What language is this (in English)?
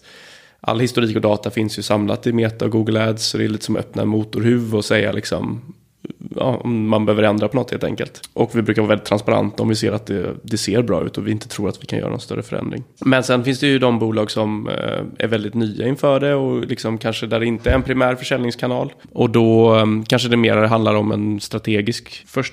Swedish